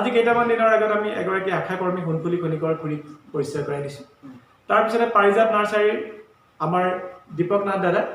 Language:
Assamese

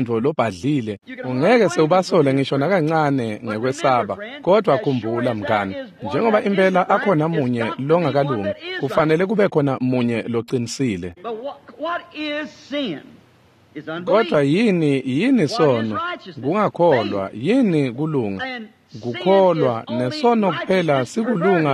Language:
Swati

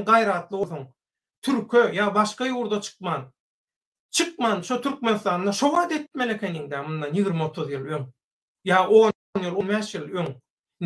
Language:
Turkmen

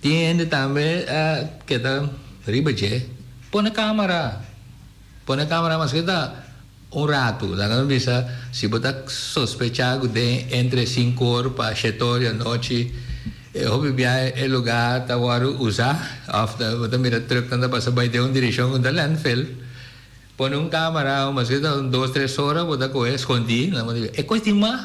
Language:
Papiamento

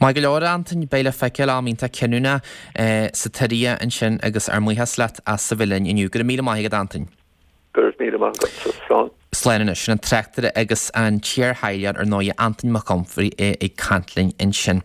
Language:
Irish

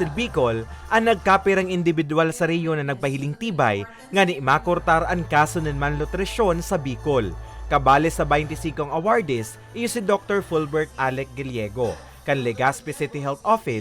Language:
Bikol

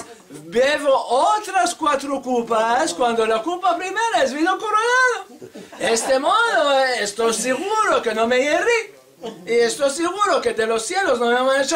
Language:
Ladino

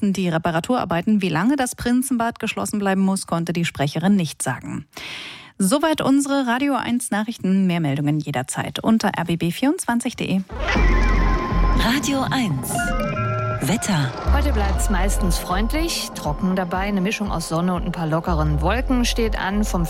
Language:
German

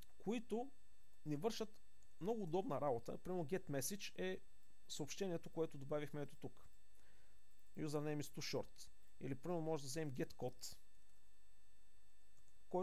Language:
Bulgarian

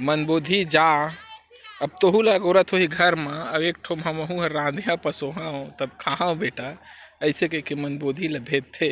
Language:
Chhattisgarhi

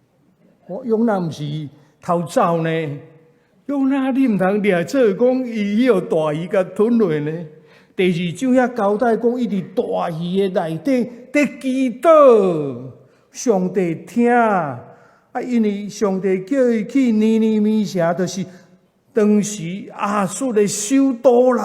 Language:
Min Nan Chinese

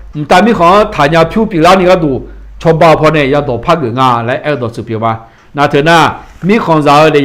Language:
Akha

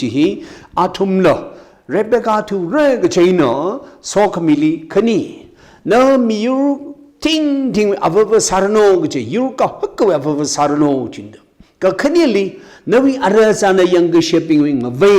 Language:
Tangkhul Naga (India)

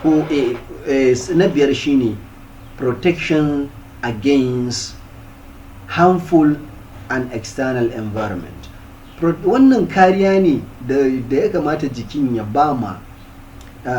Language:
Hausa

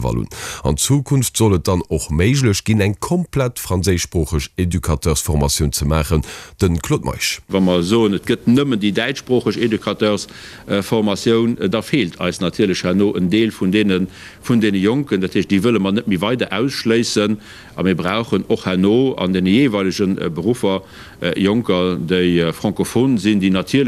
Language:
Luxembourgish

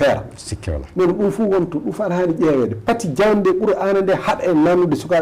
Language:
Fula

